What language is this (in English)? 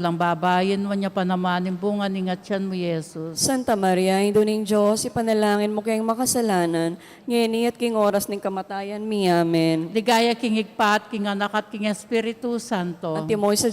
Pampanga